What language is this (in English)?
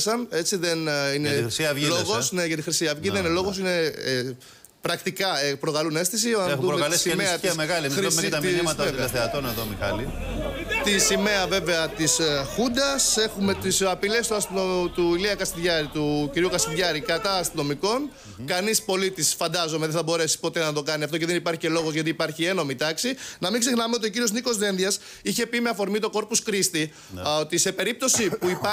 Greek